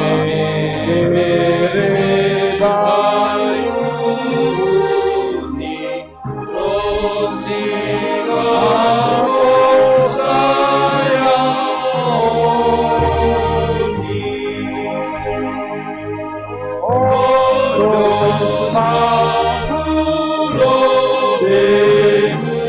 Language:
Batak Simalungun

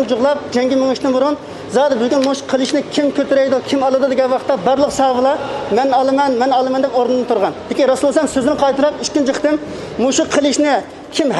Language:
Uyghur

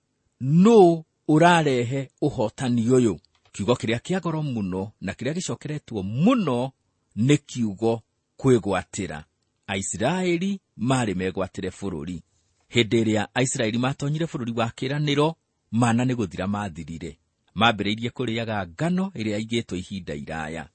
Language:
Kikuyu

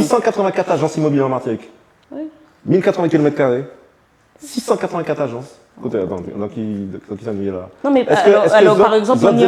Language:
Guadeloupean Creole French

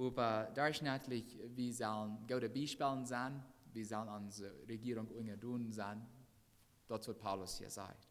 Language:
Plautdietsch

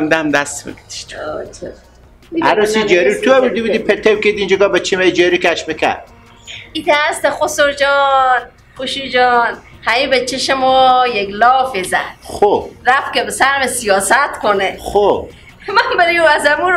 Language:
Persian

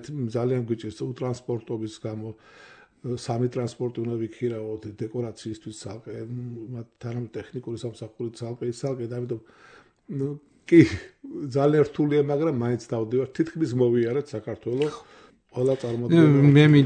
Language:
Georgian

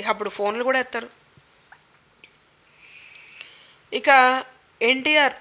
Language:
Telugu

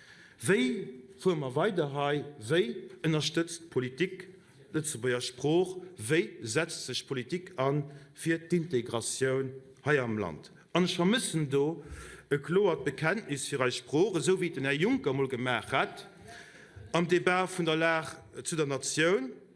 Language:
Luxembourgish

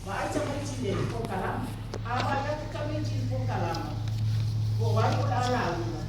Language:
Samoan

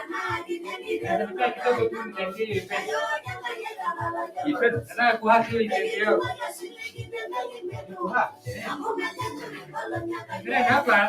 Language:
Masai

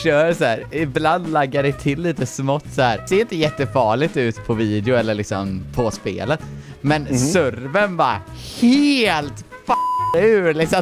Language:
Swedish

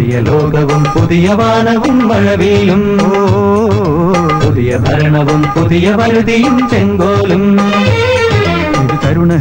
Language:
Malayalam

